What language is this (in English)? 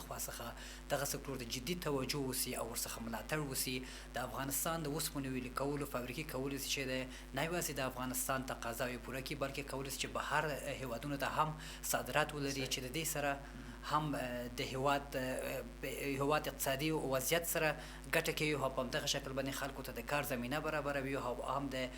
Pashto